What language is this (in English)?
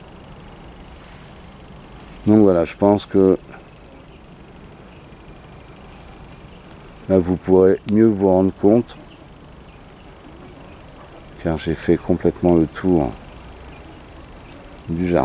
French